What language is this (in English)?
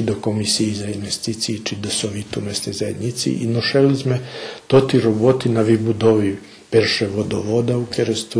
Rusyn